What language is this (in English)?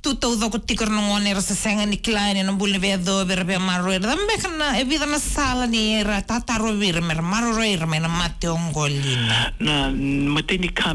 Fijian